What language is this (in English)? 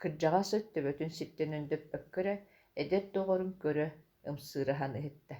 Yakut